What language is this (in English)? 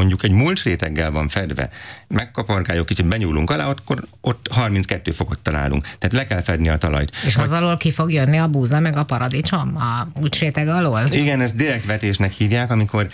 Hungarian